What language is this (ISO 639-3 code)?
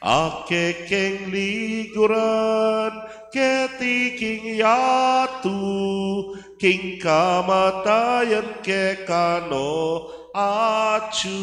pam